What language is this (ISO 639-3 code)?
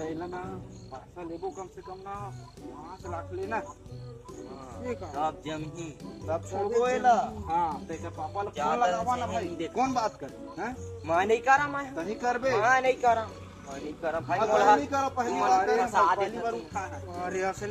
hne